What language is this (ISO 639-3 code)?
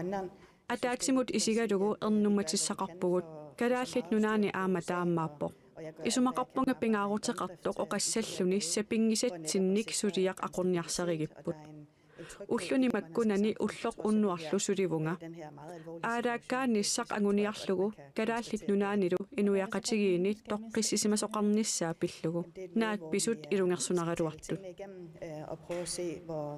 kal